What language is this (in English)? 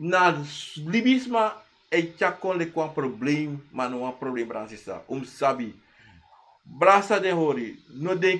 Sranan Tongo